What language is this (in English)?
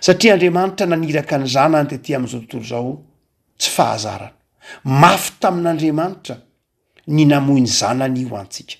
Malagasy